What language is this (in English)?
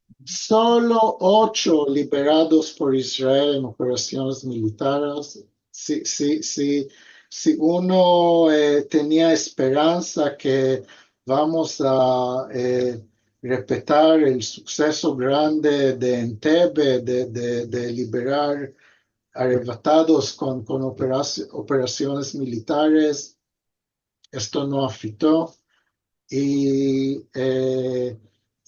Ladino